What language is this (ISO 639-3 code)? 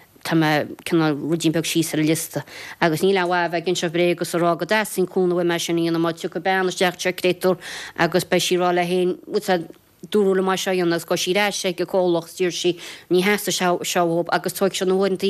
gle